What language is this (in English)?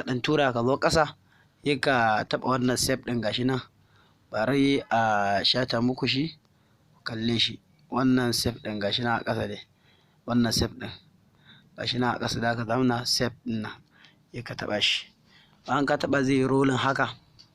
Hausa